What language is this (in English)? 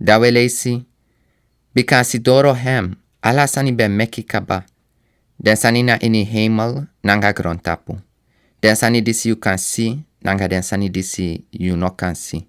Sranan Tongo